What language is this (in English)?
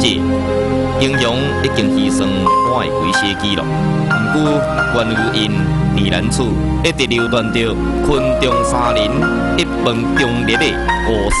Min Nan Chinese